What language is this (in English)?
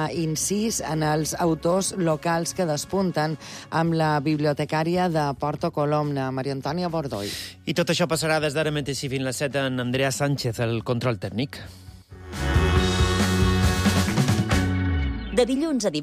Catalan